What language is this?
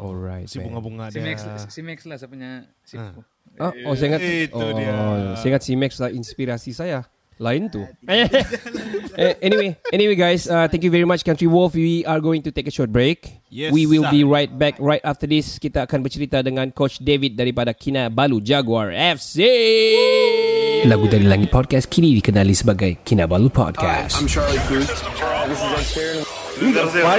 Malay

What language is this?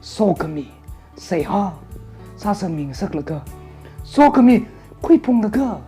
Tangkhul Naga (India)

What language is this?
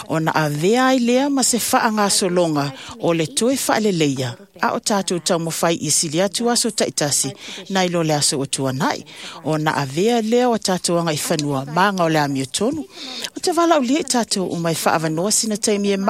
Samoan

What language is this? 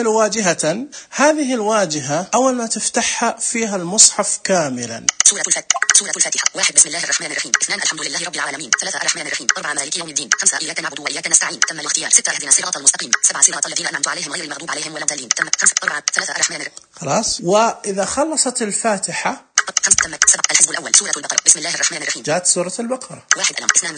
Najdi Arabic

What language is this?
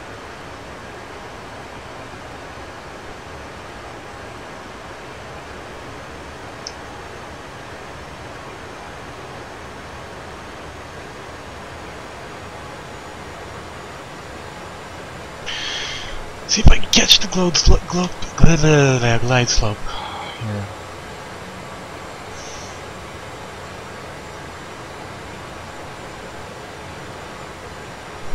English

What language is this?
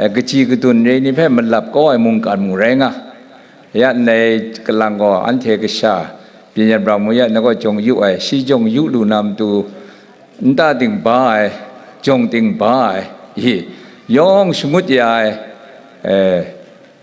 Kachin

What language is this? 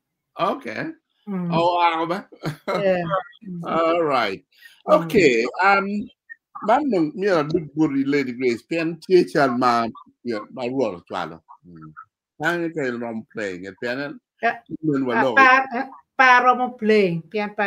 Acoli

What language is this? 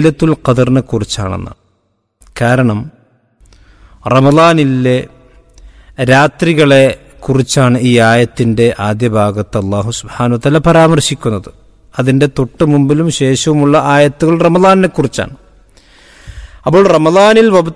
Malayalam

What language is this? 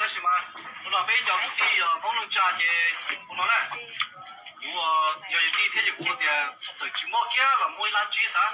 Hmong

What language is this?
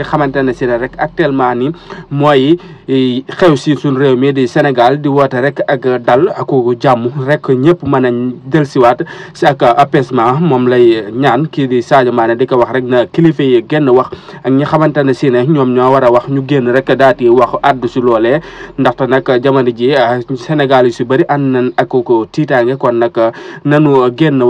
Wolof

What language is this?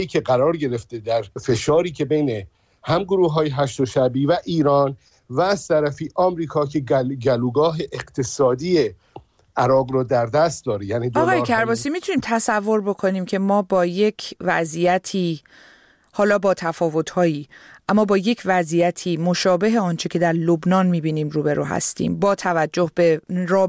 Persian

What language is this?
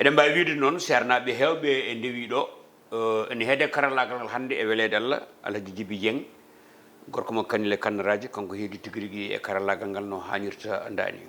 Fula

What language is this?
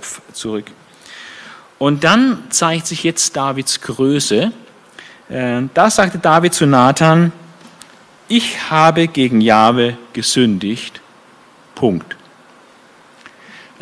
German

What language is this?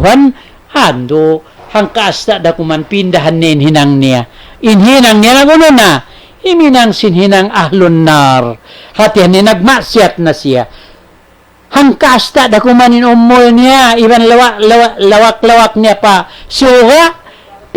Tausug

